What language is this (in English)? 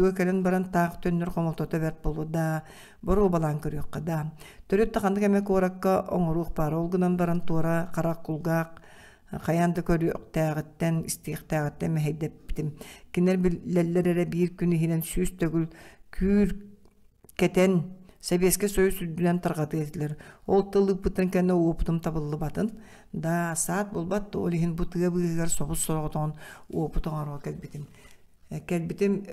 Yakut